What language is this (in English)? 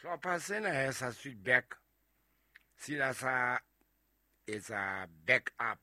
Southern Sotho